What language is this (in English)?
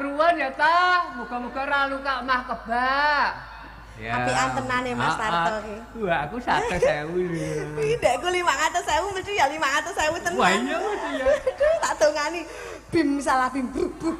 Javanese